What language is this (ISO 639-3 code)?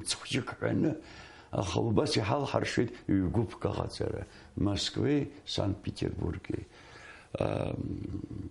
abk